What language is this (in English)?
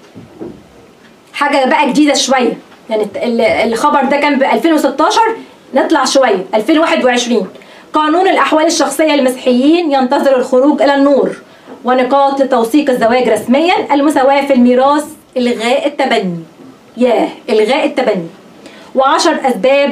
Egyptian Arabic